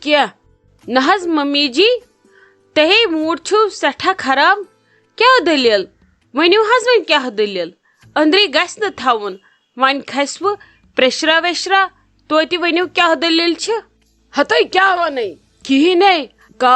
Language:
Kashmiri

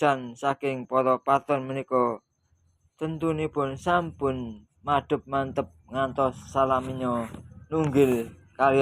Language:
Javanese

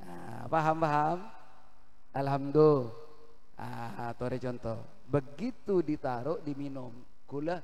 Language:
Madurese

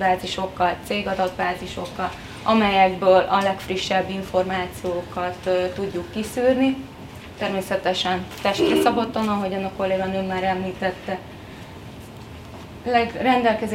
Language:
Hungarian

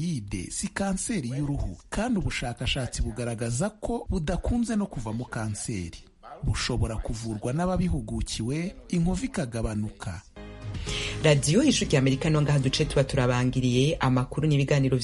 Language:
Kinyarwanda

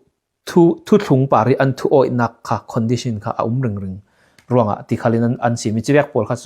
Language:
Falam Chin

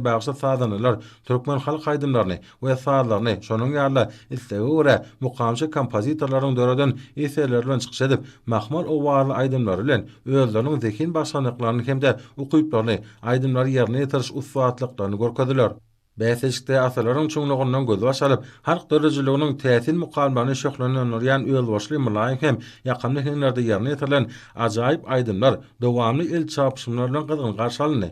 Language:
Turkmen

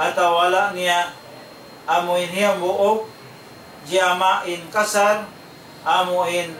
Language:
Tausug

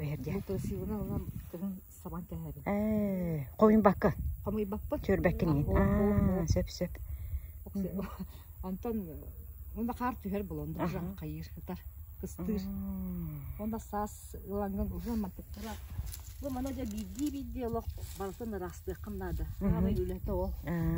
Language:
Yakut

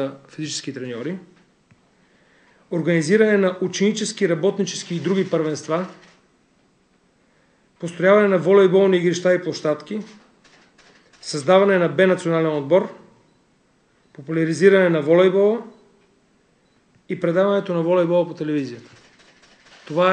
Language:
Bulgarian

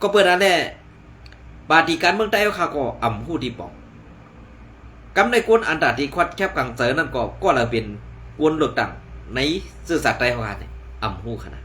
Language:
Shan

